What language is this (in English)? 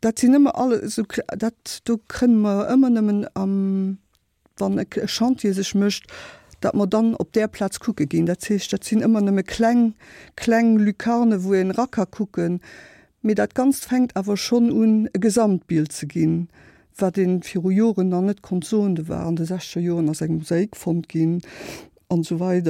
Luxembourgish